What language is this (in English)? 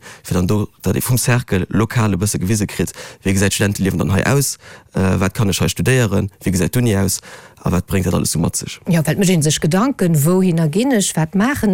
Luxembourgish